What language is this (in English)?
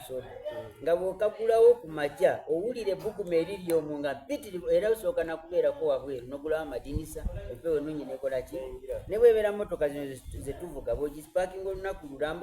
Soga